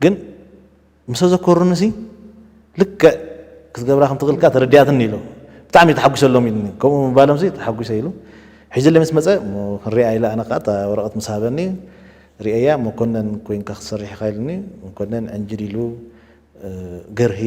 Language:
Tigrinya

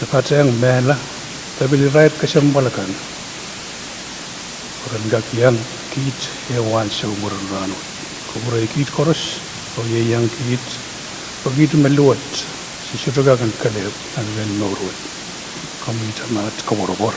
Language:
Pohnpeian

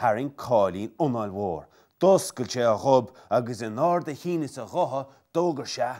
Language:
Irish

